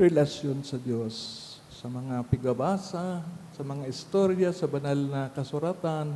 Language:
Bikol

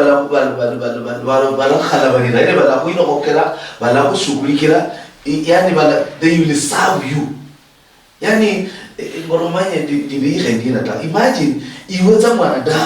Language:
Luyia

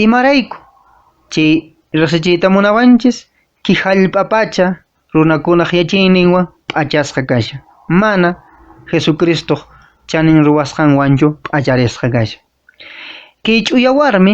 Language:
Quechua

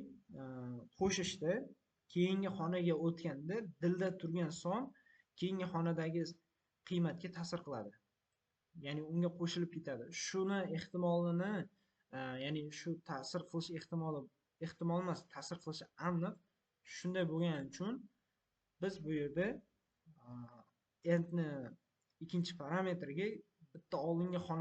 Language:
Uzbek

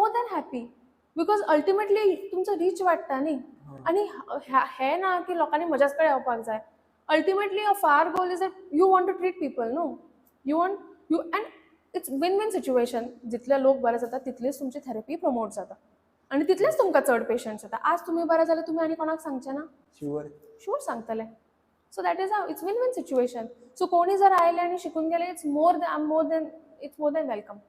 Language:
Konkani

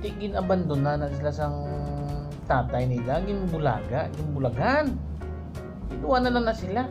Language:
Hiligaynon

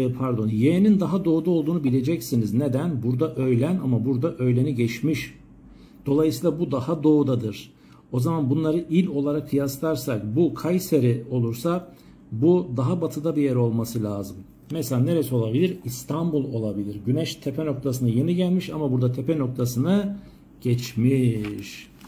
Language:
Turkish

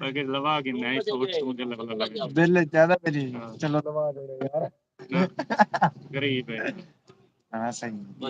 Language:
Saraiki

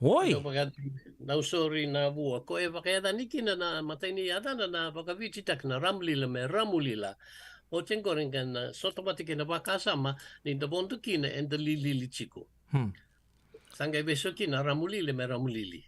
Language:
Fijian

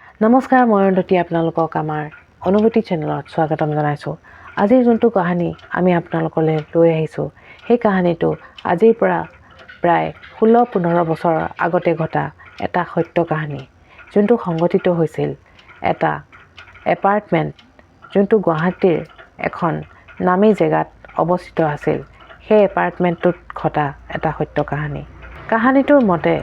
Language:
Assamese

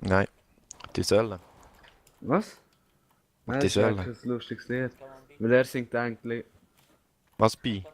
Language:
Swiss German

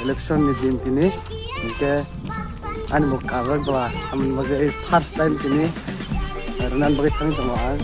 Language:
Kok Borok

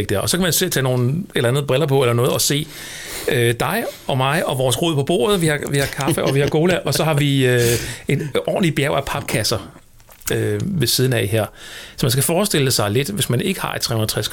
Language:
Danish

